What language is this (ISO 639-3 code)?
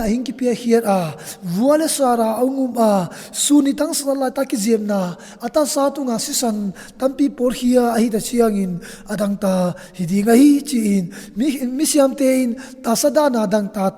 ctd